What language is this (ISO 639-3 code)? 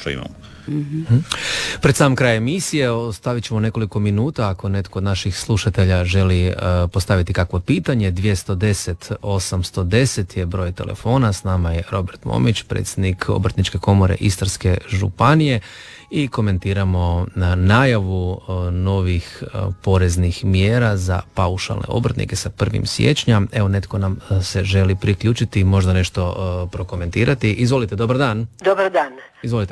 hrv